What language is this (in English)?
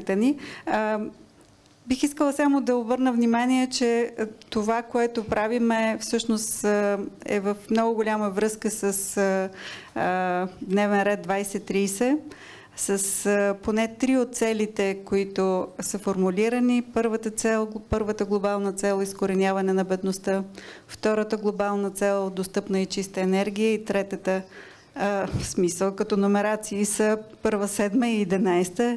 Bulgarian